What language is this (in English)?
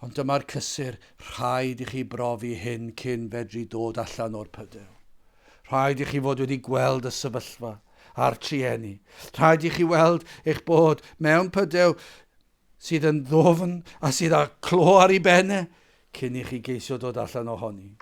Welsh